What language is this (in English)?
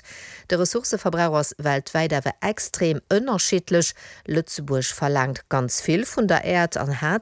Luxembourgish